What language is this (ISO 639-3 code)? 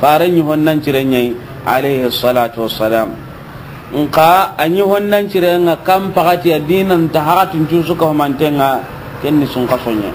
snk